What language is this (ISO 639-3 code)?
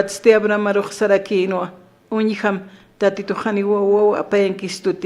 aym